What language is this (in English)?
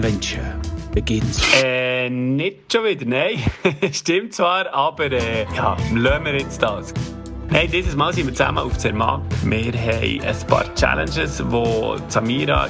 Swiss German